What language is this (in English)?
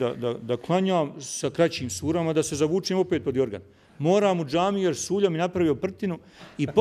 Bosnian